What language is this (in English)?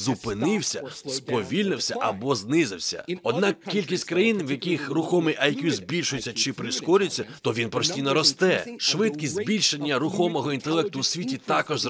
Ukrainian